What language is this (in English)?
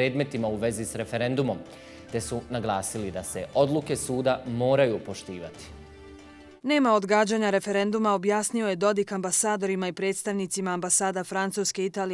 Bosnian